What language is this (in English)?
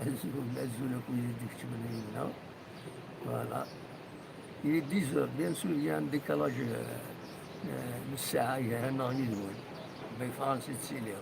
Kabyle